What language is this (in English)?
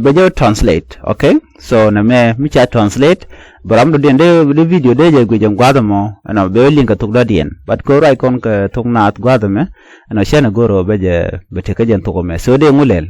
Nuer